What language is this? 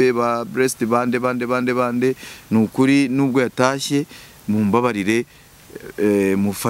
Kinyarwanda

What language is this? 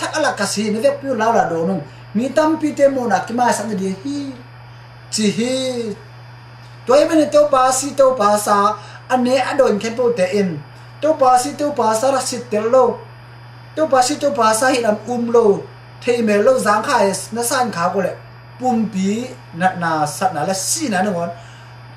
Tedim Chin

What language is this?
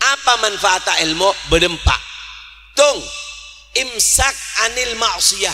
Madurese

